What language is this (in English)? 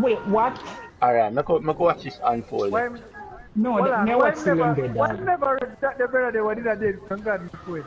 Jamaican Creole English